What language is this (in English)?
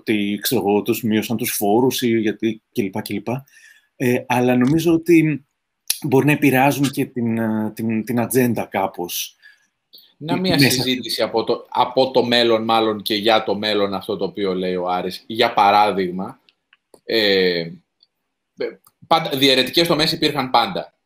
Greek